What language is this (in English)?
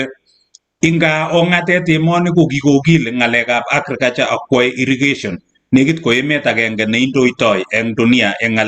Kalenjin